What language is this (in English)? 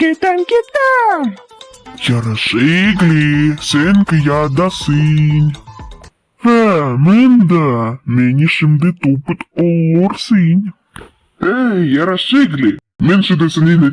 Crimean Tatar